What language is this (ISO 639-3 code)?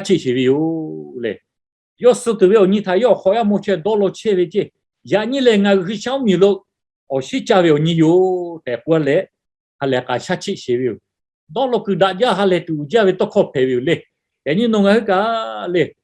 lhu